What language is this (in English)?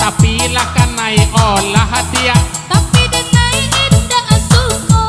Minangkabau